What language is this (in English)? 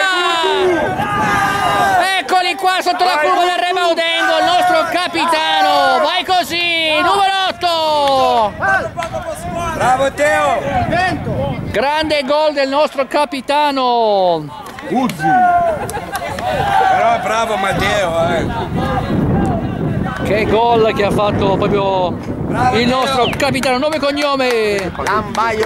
Italian